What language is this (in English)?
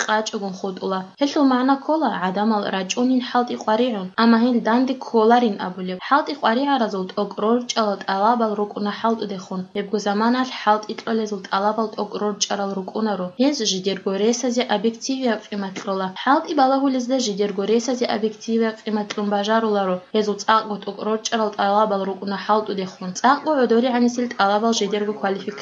Avaric